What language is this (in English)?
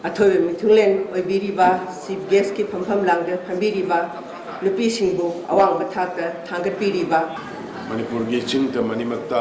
Manipuri